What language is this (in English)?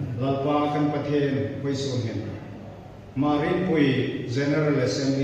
Hmar